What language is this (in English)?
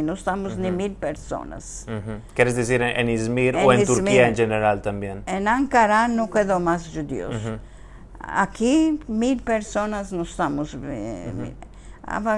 Ladino